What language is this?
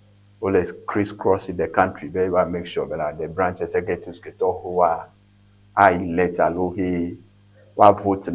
Ewe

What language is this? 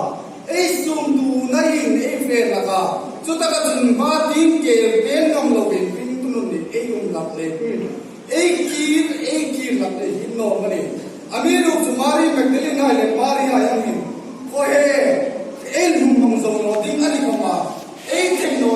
Hmar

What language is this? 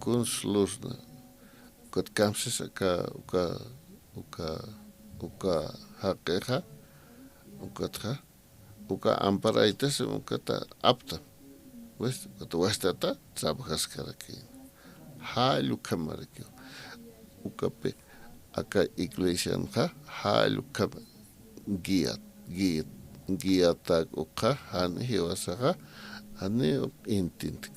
Aymara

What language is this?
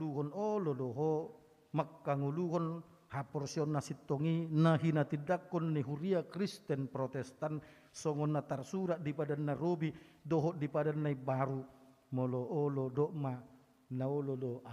Batak Toba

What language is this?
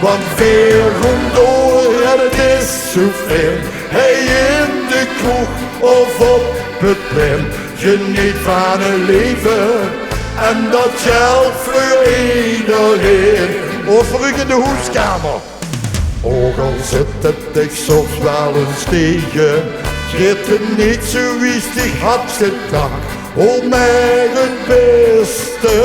Limburgish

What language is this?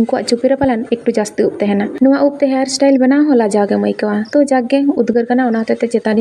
Santali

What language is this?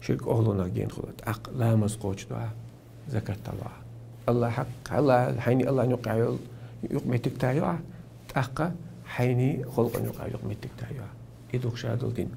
Chechen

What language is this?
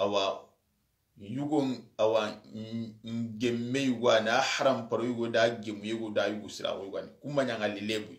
Soninke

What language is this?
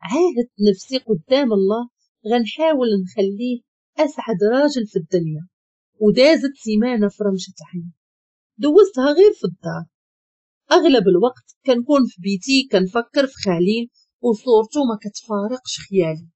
Moroccan Arabic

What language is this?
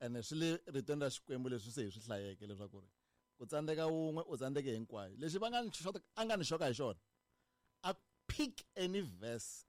Tsonga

